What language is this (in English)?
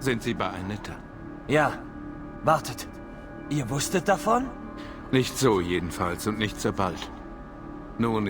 Bavarian